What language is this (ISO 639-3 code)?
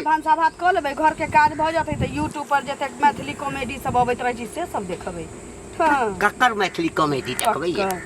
mai